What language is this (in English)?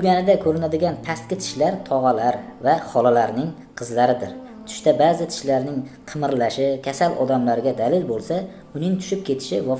Uzbek